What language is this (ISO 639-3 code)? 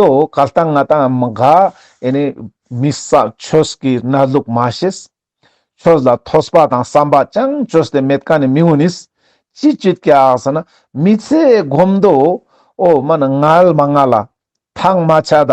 lbj